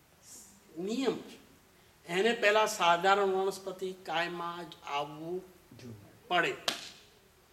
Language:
Gujarati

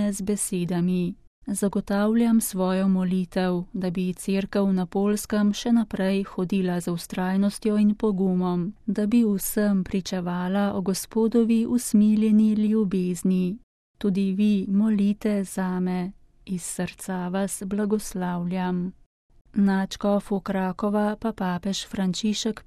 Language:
Slovenian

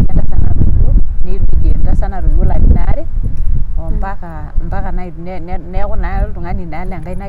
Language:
Masai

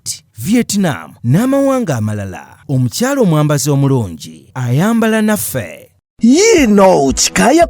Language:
Ganda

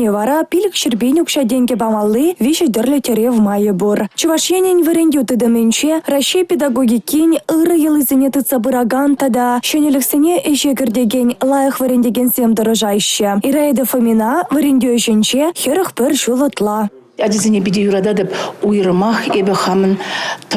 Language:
Chuvash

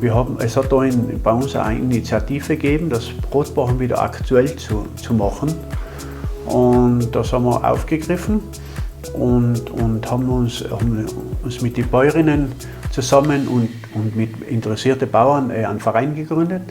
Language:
Bavarian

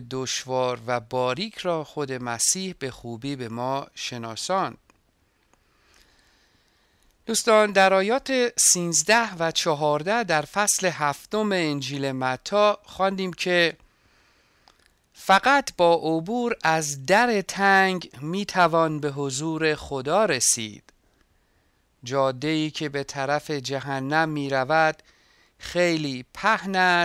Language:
Persian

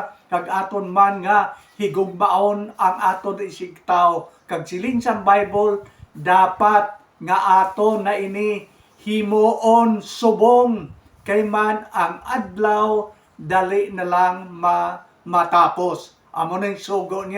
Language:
Hiligaynon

